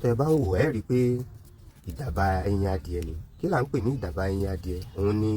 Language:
Yoruba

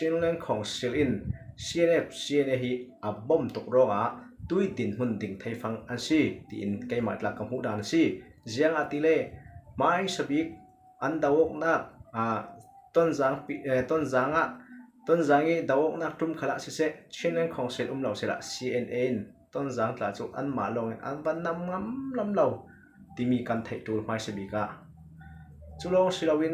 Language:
Falam Chin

